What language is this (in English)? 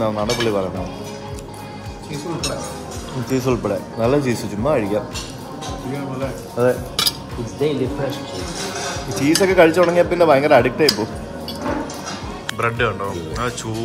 Malayalam